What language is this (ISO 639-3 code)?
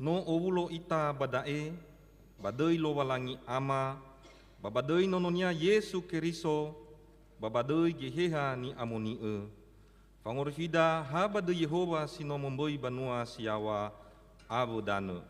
nia